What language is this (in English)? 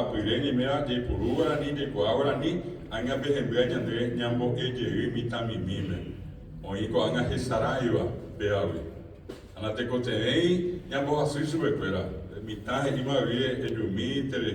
Guarani